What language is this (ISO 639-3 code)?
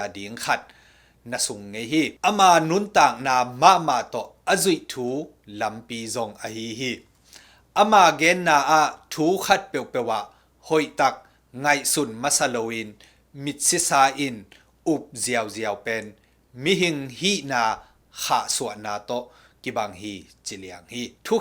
ctd